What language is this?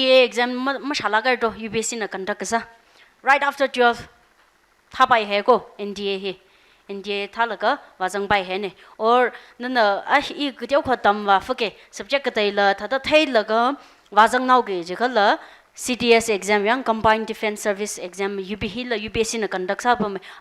Tangkhul Naga (India)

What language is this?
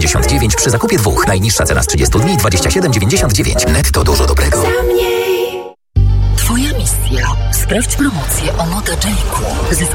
Polish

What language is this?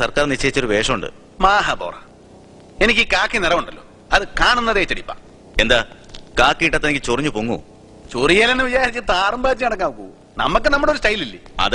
Malayalam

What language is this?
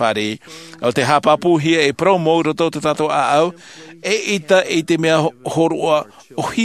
Tahitian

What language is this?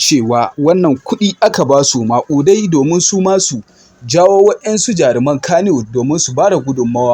Hausa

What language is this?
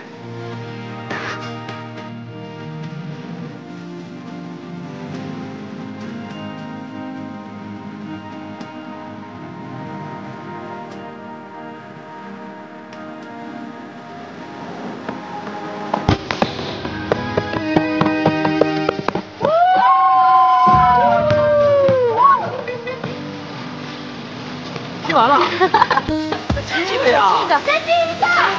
Chinese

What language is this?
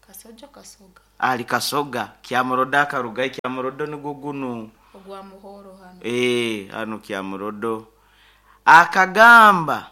Nyoro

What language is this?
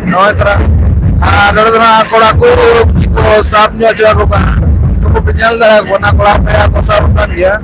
Santali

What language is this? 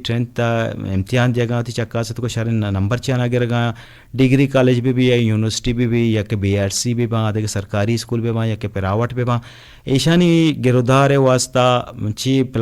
Eastern Balochi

